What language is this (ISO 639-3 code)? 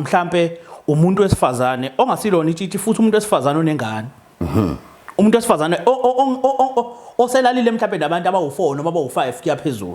zul